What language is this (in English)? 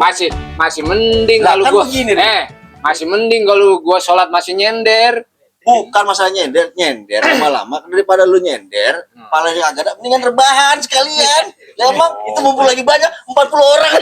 Betawi